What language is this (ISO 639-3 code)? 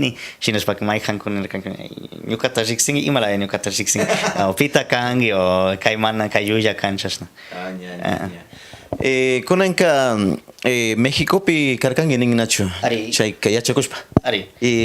qxr